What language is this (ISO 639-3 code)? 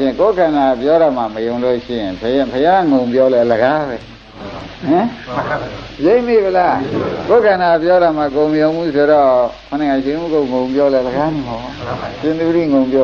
mya